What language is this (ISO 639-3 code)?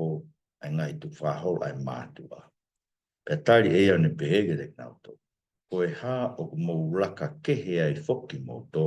ton